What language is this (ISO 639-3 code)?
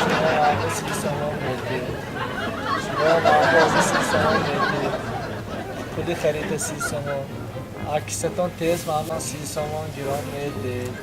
tgk